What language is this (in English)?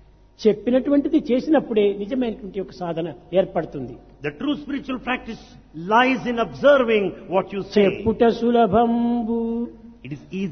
Telugu